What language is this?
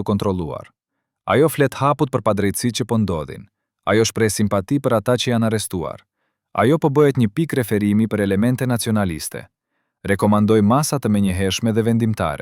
Albanian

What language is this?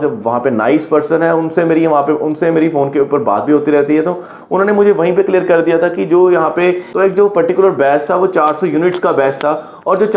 Hindi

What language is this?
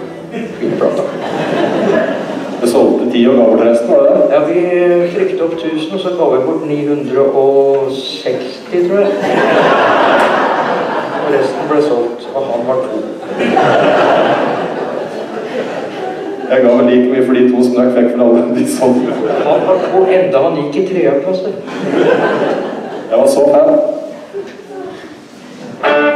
Norwegian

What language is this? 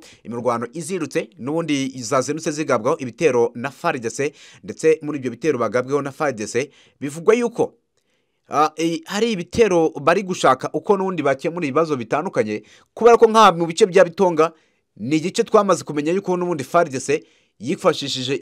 Kinyarwanda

